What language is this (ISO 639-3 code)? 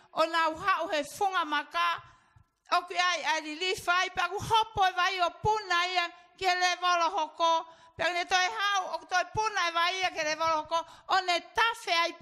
ton